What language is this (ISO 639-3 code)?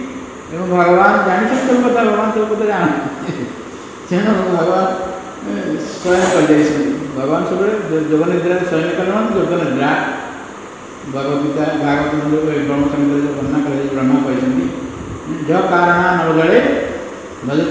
ori